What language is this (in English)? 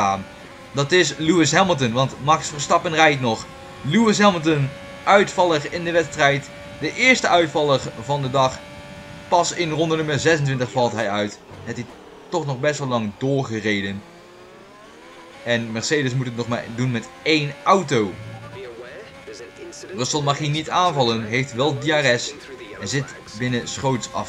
Dutch